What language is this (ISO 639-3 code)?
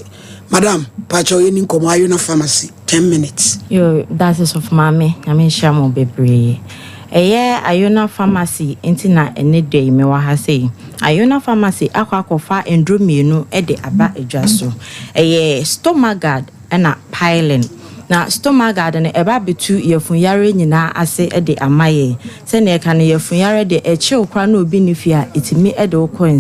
aka